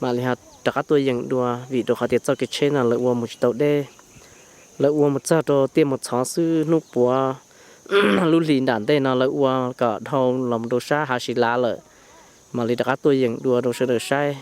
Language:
Hmong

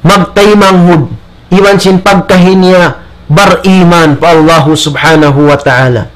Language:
Tausug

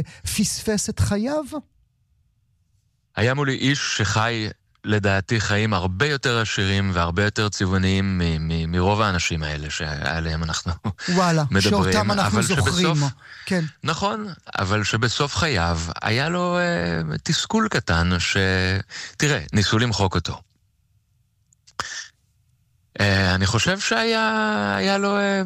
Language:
Hebrew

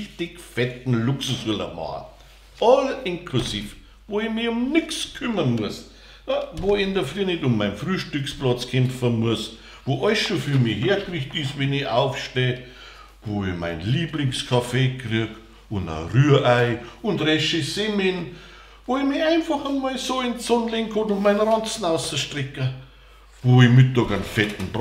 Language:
Bavarian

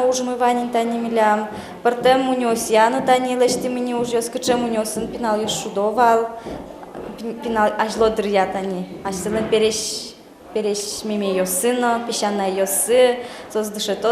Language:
Udmurt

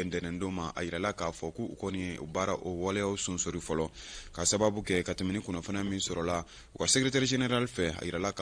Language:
Bambara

